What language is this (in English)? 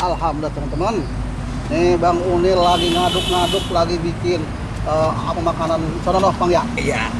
Betawi